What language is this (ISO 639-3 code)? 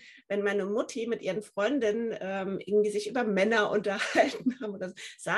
deu